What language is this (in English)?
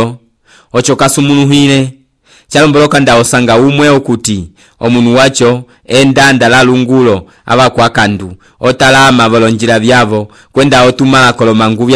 Umbundu